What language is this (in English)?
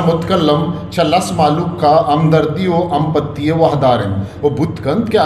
Eastern Balochi